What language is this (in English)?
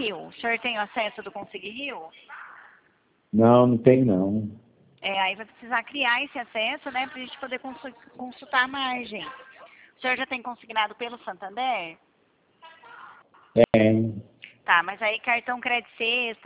Portuguese